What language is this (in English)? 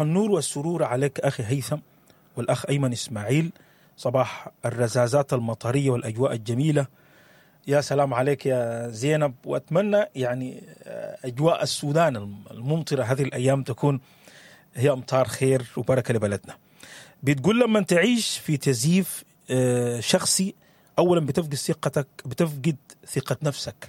Sudanese Arabic